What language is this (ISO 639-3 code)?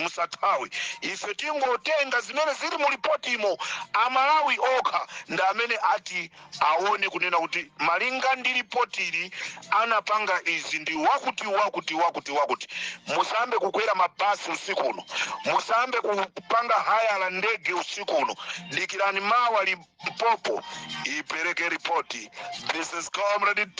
nya